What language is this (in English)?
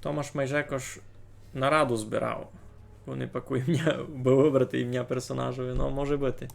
Rusyn